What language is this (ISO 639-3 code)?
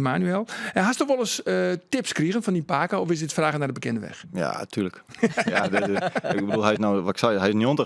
fry